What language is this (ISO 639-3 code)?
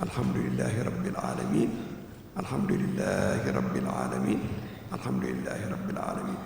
ful